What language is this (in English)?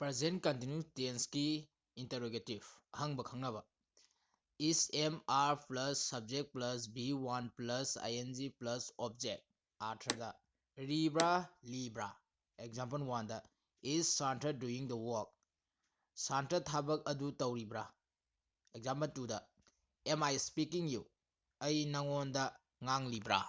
Manipuri